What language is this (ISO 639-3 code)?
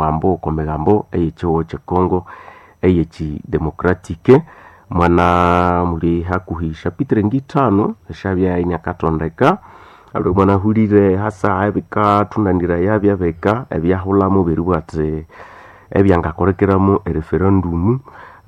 nnb